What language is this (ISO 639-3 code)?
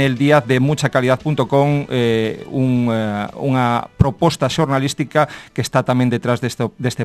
glg